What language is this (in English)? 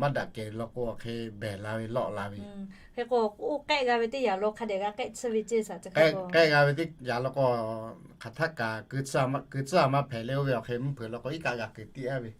Lahu